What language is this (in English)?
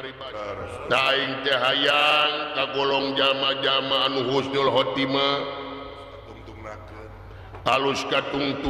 Sundanese